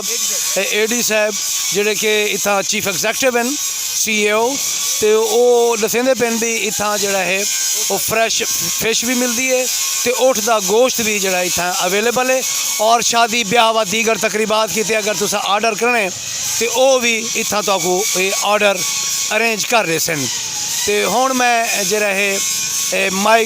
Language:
Saraiki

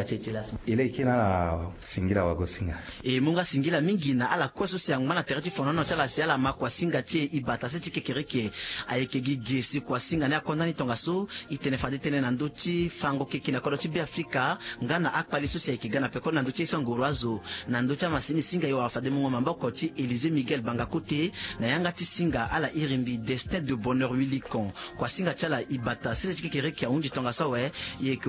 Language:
Sango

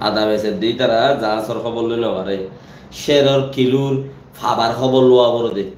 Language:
Rohingya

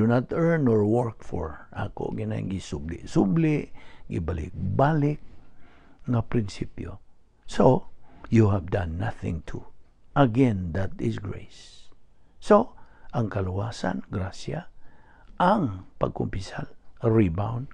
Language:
Cebuano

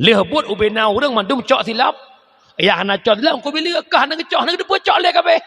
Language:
Achinese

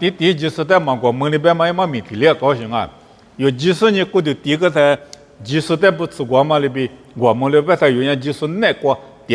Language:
Lisu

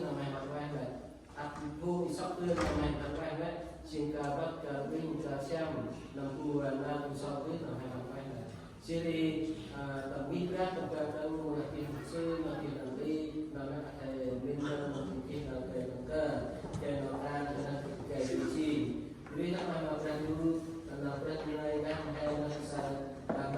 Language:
Central Mnong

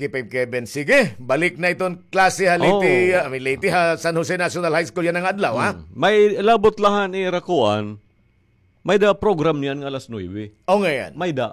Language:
Waray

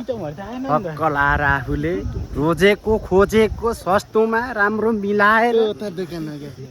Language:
Nepali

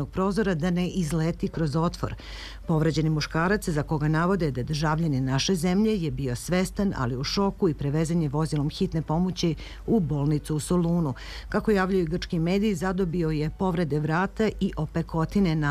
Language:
Serbian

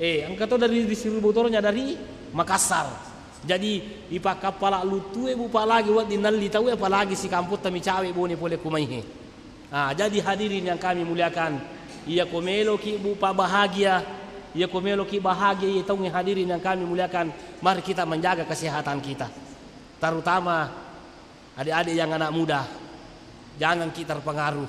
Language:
Buginese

